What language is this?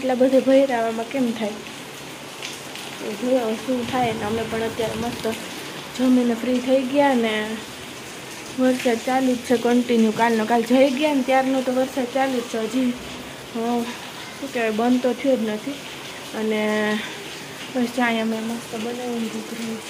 Gujarati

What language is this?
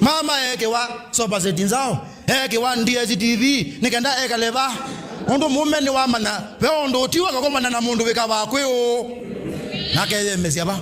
Kamba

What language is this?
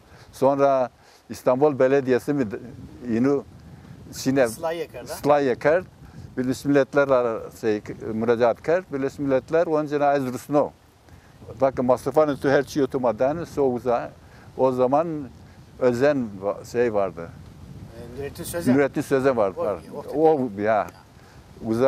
Zaza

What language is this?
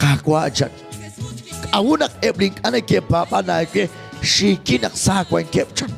Kekchí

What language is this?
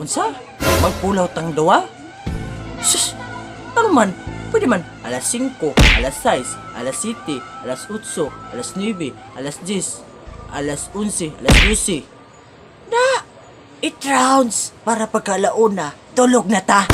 Cebuano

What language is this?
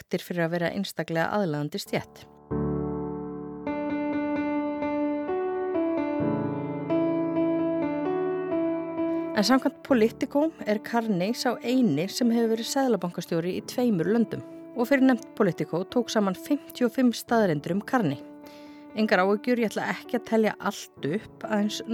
Icelandic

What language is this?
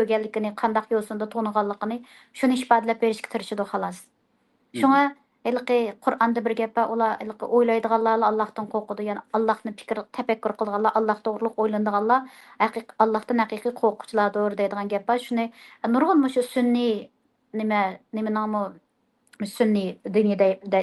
Uyghur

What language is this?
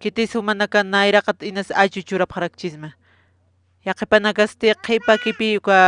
Aymara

